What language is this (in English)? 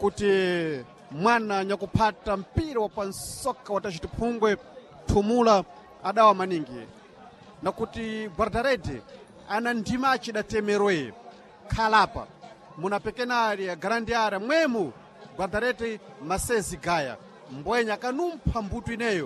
Sena